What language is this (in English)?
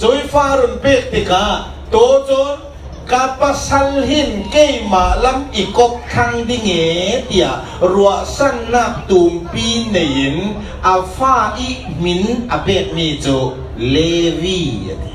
Falam Chin